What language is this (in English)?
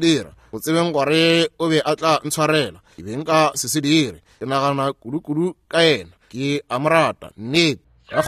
Northern Sotho